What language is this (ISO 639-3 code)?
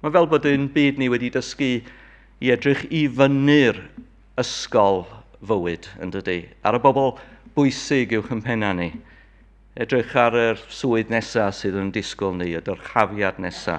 cym